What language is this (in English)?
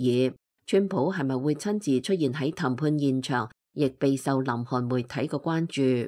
Cantonese